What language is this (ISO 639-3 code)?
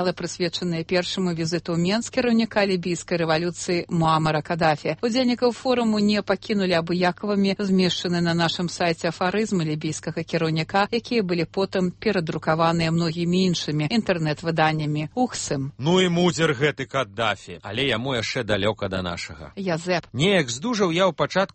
bel